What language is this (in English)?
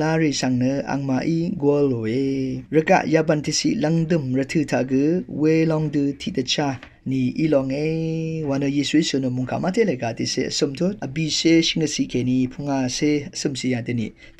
Rawang